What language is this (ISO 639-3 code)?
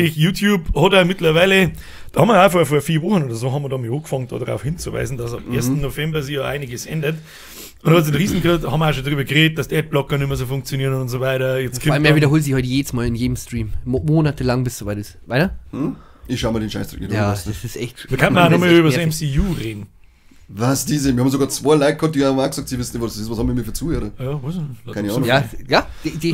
bar